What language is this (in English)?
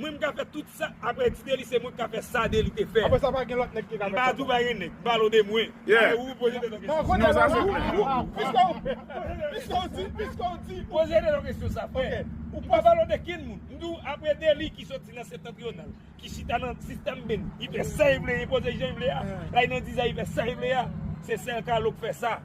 Haitian Creole